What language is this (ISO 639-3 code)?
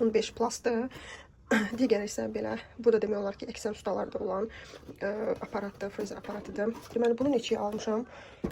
aze